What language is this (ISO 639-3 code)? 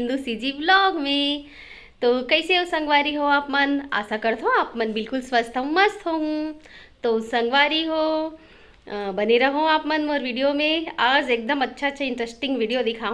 hne